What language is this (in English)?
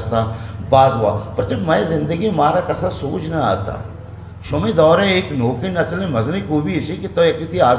Eastern Balochi